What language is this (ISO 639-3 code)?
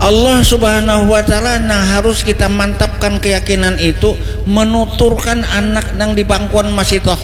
bjn